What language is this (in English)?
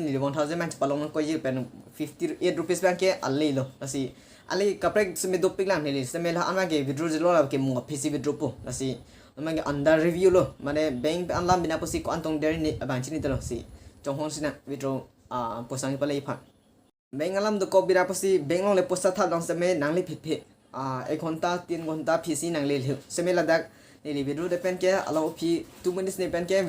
Karbi